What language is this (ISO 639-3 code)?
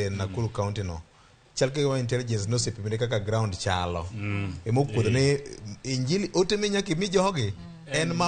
luo